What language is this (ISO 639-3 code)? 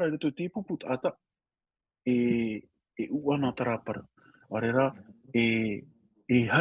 tah